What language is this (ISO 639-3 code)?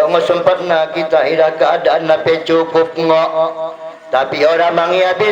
btd